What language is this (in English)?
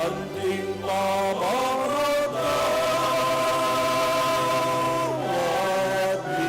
Pampanga